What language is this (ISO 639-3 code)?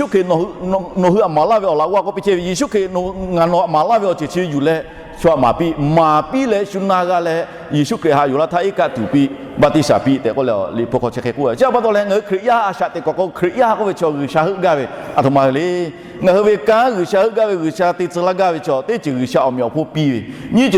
lhu